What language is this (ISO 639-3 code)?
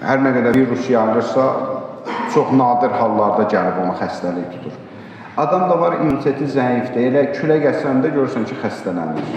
aze